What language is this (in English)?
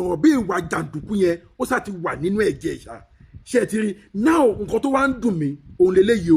Yoruba